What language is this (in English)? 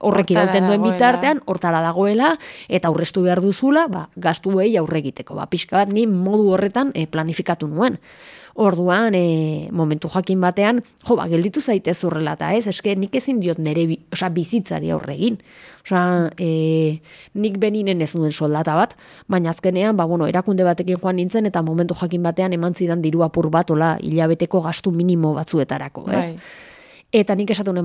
Basque